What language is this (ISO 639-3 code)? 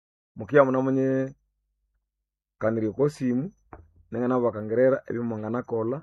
nnb